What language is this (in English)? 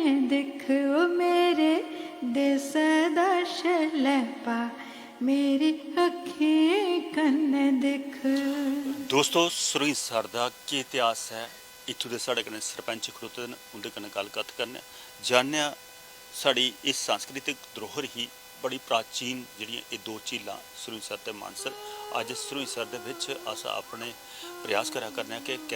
Dogri